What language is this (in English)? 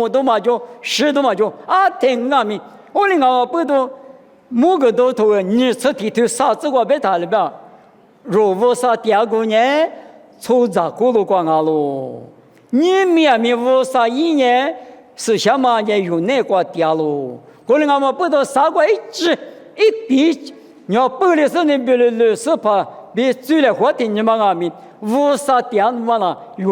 Lisu